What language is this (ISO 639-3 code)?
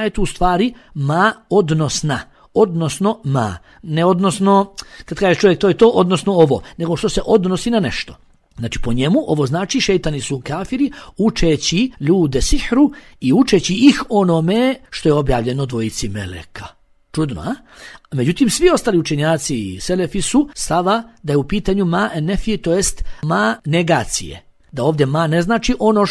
bos